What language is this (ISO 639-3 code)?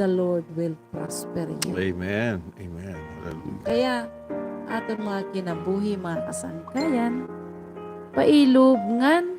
war